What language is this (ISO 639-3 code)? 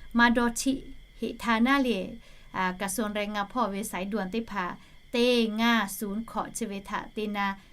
lhu